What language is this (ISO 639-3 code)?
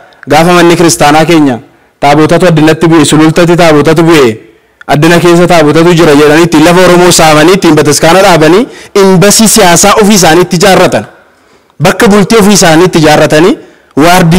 orm